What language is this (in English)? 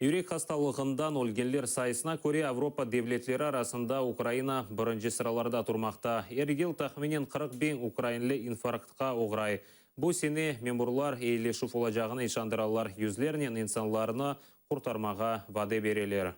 Crimean Tatar